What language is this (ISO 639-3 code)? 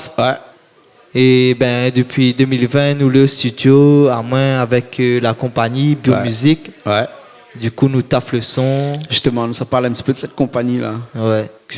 rcf